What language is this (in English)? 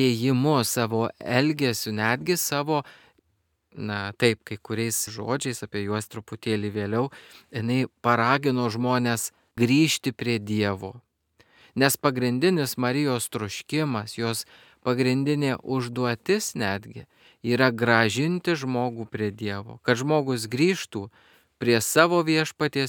Lithuanian